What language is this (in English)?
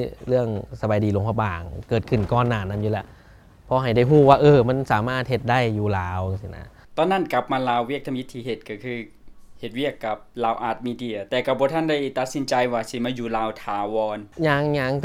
Lao